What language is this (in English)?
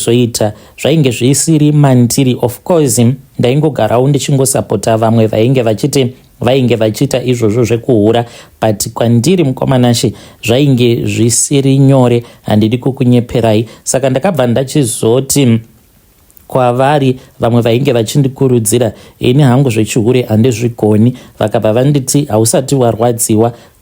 Shona